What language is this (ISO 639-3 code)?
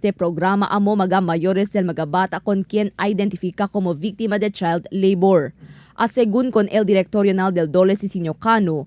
cbk